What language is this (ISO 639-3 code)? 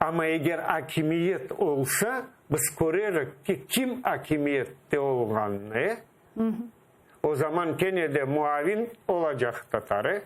crh